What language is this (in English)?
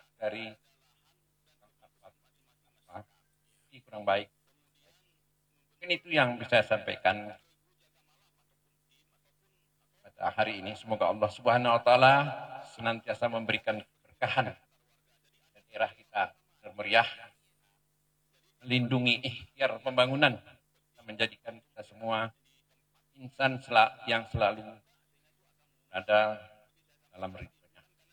Indonesian